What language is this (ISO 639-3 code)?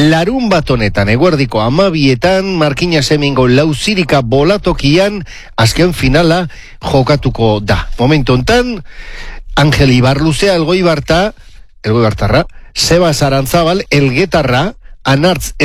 eus